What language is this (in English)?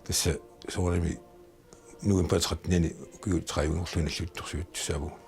Kalaallisut